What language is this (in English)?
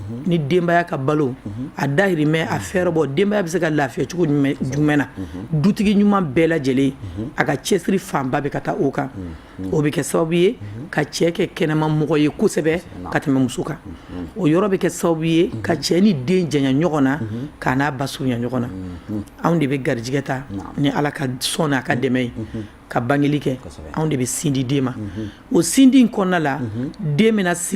Bambara